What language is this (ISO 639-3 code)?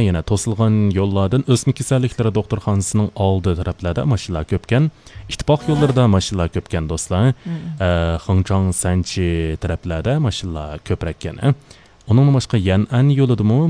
uig